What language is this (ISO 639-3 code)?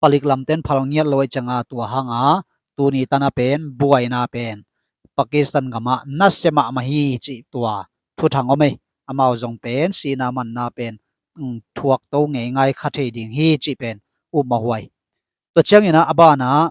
ctd